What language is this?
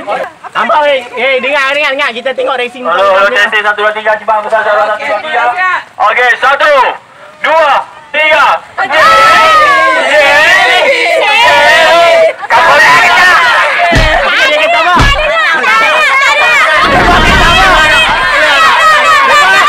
Malay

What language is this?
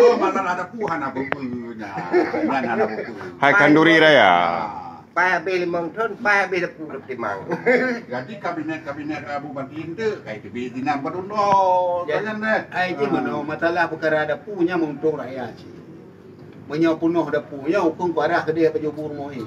Achinese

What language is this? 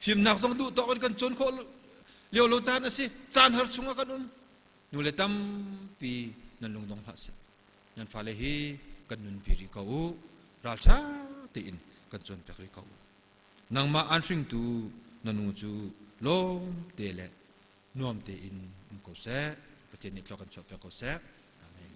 Hakha Chin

